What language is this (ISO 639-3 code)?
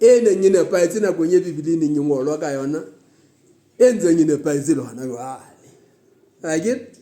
sot